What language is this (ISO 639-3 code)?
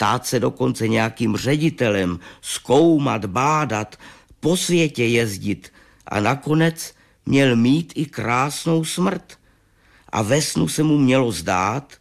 ces